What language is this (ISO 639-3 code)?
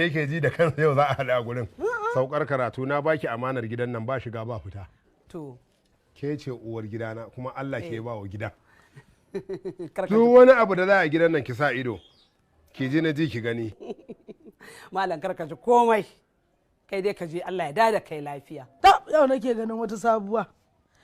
hau